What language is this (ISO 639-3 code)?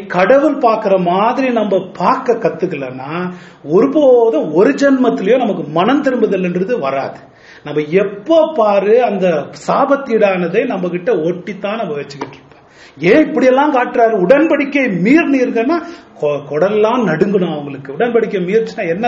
tam